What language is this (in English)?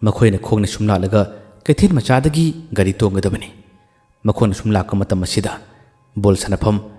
Manipuri